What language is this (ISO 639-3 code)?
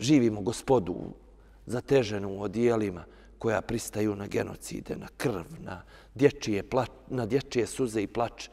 bos